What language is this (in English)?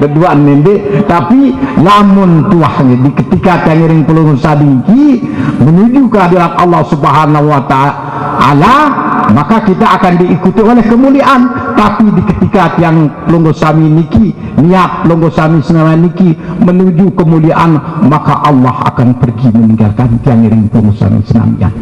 Sasak